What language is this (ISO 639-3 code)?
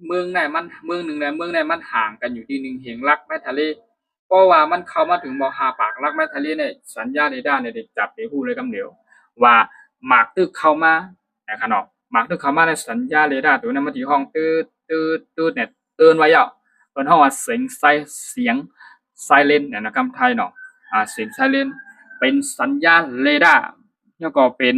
shn